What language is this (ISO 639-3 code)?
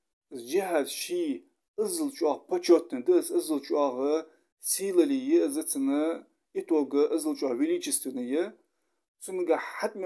inh